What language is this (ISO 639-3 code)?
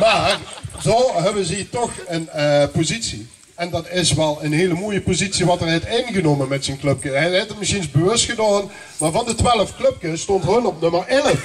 lim